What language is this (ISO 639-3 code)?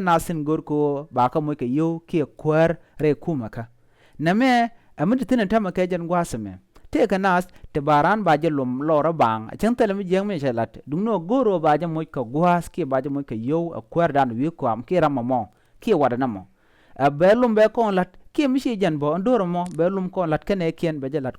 nus